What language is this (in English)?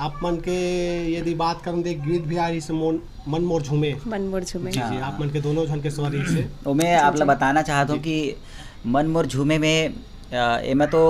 Chhattisgarhi